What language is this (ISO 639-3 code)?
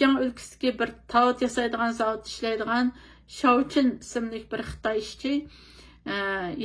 uig